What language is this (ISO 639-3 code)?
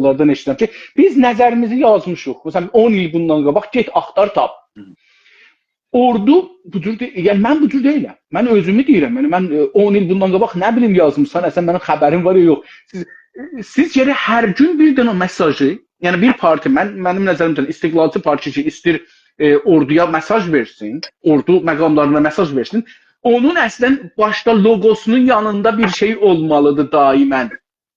azb